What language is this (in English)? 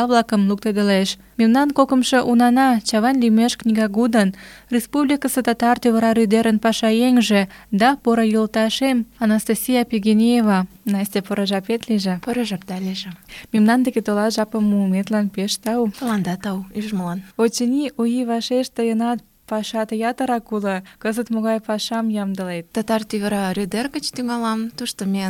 Mari